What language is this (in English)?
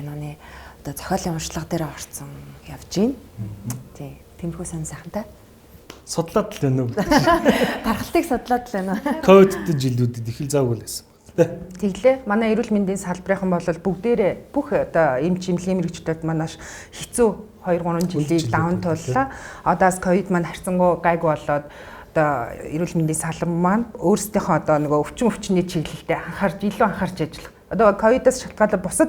Mongolian